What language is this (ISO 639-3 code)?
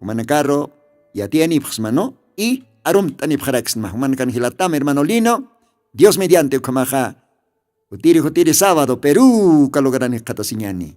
aym